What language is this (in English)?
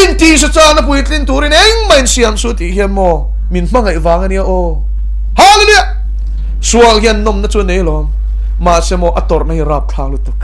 Mizo